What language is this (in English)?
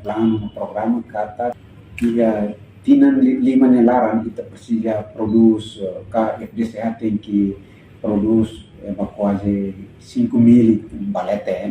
Tetum